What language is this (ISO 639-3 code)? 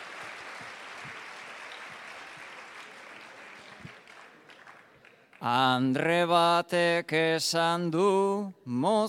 eus